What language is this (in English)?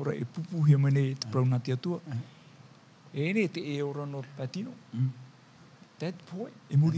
Tahitian